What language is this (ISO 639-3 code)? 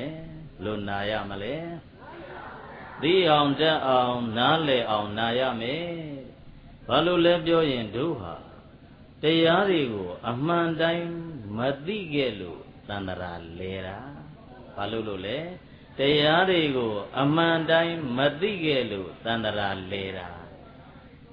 mya